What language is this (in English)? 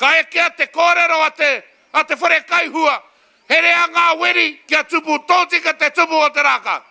Māori